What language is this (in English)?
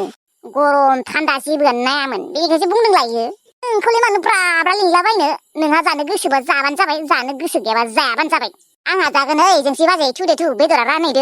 Bodo